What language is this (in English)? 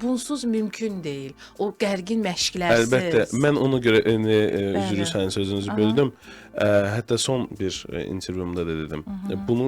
Azerbaijani